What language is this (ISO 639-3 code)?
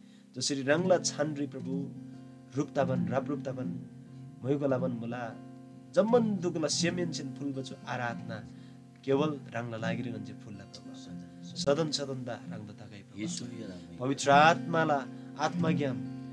taj